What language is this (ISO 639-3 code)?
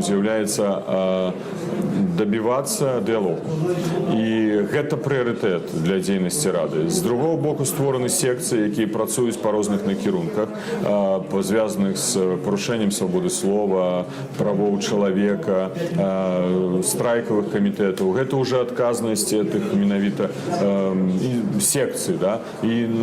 bel